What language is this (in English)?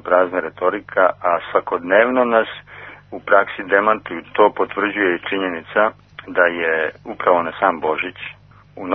Serbian